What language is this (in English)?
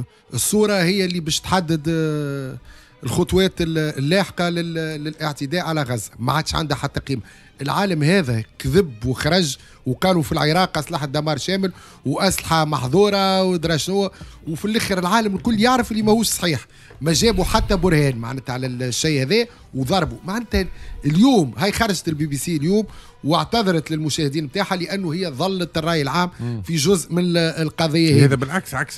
Tunisian Arabic